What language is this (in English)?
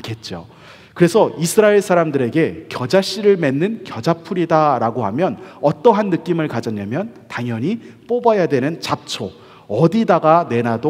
Korean